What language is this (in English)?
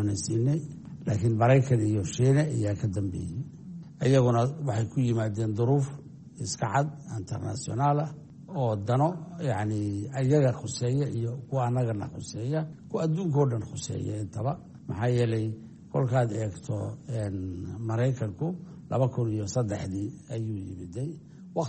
Somali